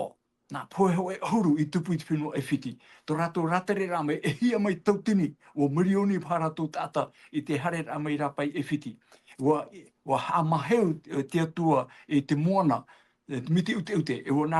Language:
Tahitian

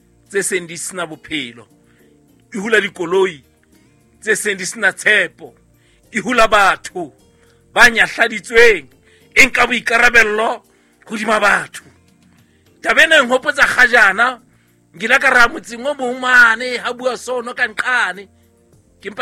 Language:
Southern Sotho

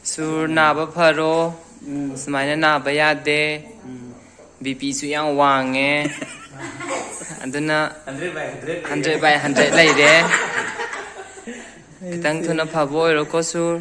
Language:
Manipuri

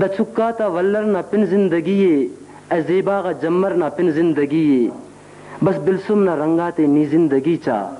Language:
Brahui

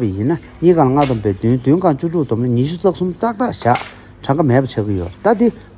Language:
Tibetan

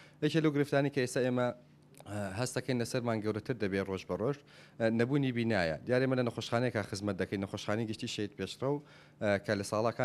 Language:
Central Kurdish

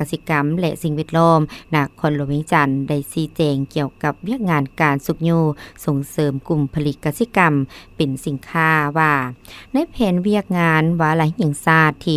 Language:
Lao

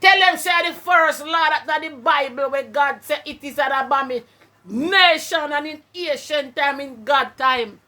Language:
Jamaican Creole English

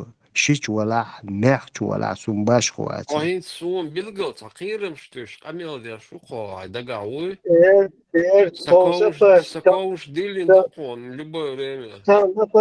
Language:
Chechen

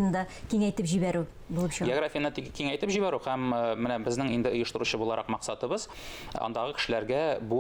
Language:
Tatar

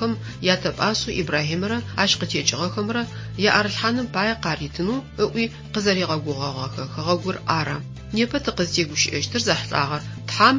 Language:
Adyghe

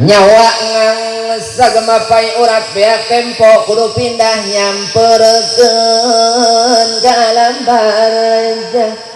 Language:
Sundanese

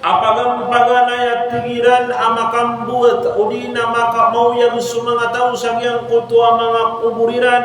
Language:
Maranao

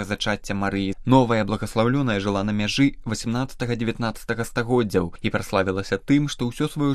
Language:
Belarusian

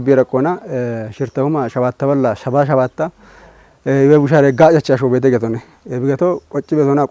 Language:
Kafa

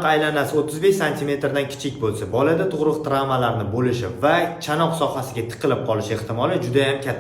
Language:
Uzbek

